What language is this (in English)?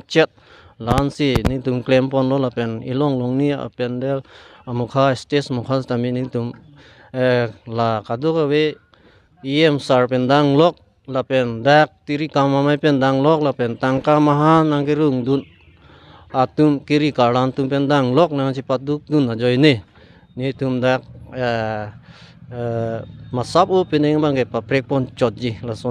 Karbi